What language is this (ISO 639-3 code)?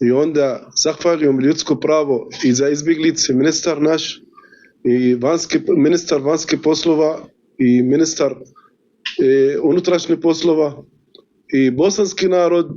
bos